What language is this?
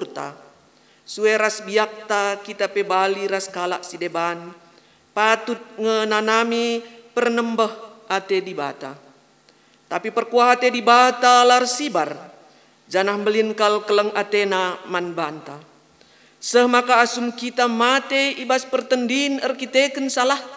Batak Karo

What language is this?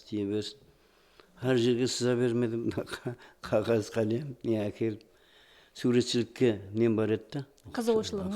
Kara-Kalpak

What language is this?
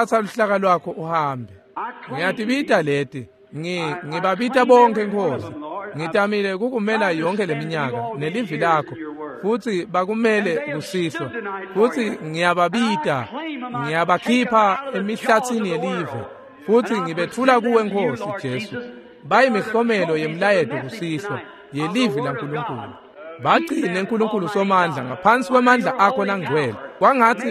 Swati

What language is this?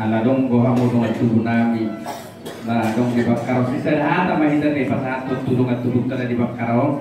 Batak Toba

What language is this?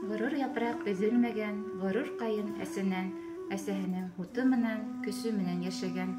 Bashkir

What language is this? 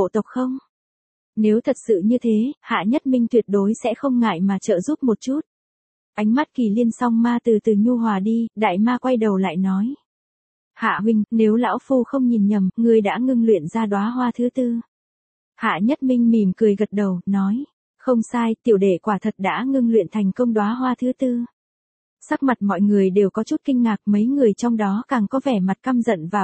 Vietnamese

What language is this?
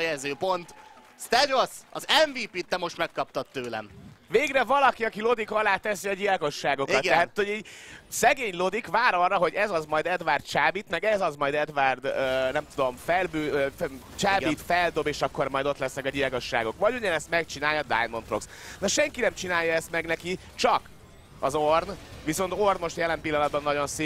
Hungarian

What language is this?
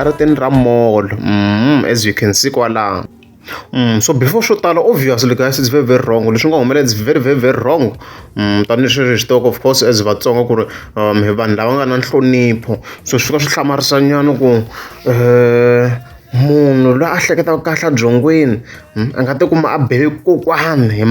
Tsonga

